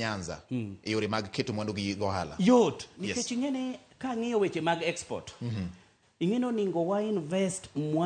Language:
Luo (Kenya and Tanzania)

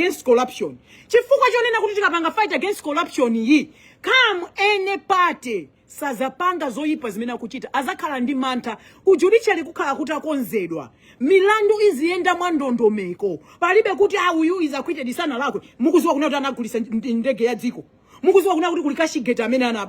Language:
Nyanja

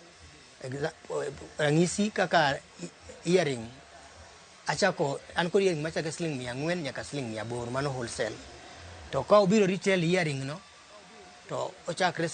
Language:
Luo (Kenya and Tanzania)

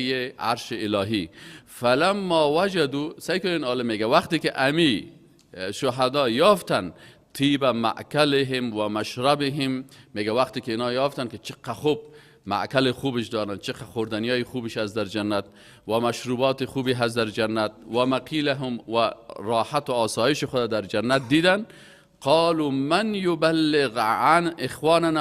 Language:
Persian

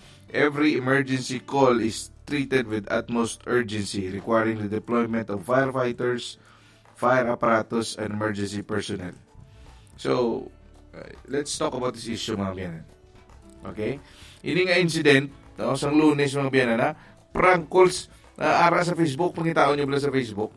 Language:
Hiligaynon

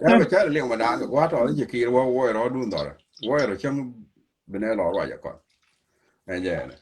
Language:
Nuer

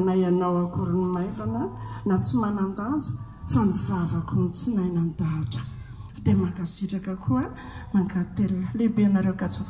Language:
Malagasy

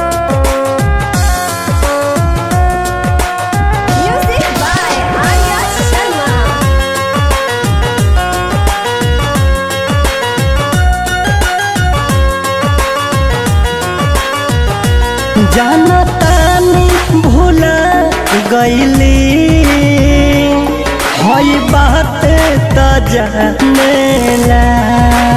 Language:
Bhojpuri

